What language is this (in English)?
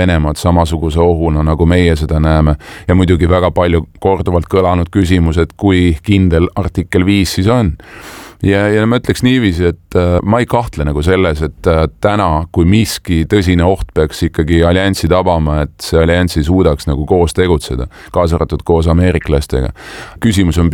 Estonian